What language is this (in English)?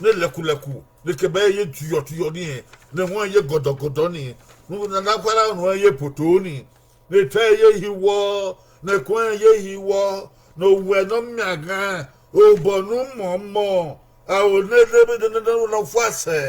Bini